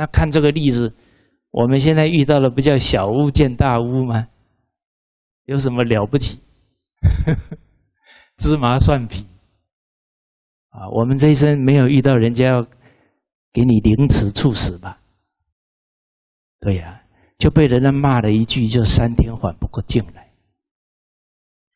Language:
Chinese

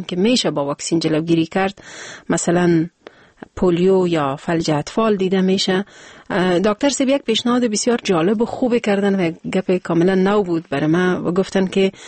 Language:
Persian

